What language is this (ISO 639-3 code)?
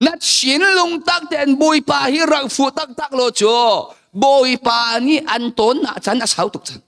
cnh